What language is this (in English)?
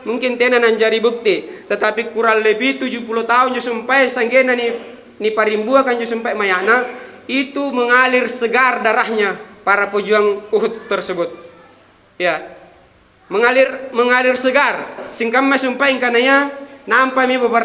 Makasar